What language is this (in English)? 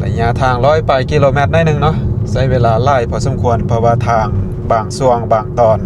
Lao